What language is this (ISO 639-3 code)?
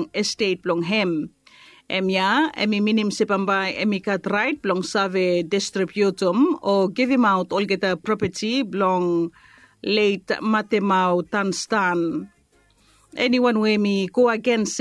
bis